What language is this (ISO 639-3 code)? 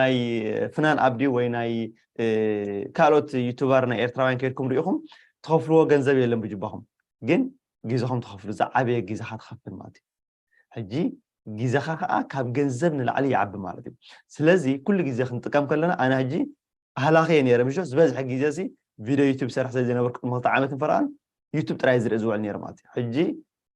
tir